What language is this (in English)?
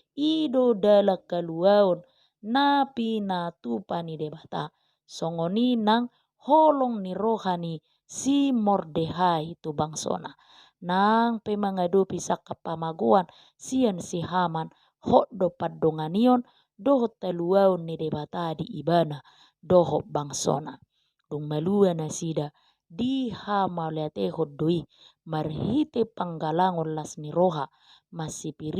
Batak Toba